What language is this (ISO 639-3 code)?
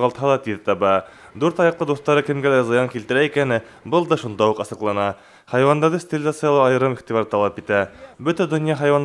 bak